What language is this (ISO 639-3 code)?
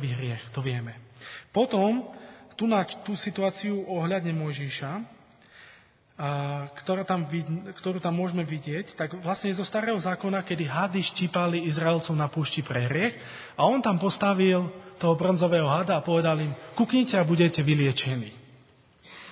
slk